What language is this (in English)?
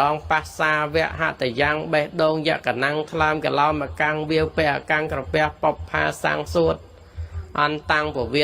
Khmer